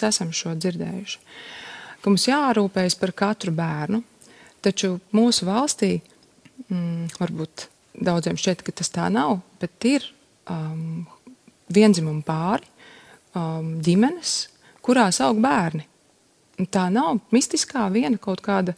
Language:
Latvian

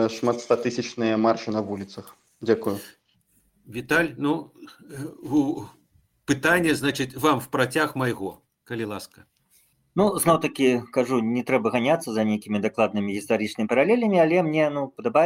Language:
Belarusian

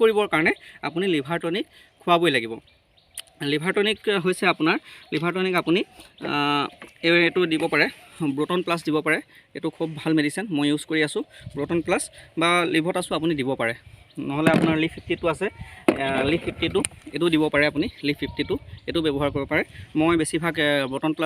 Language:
Assamese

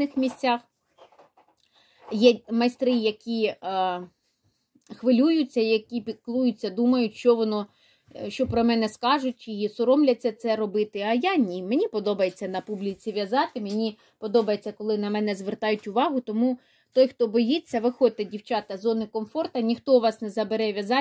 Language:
Ukrainian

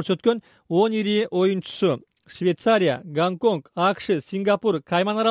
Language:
Kyrgyz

